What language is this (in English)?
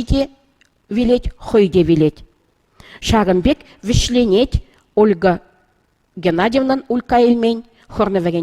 Chuvash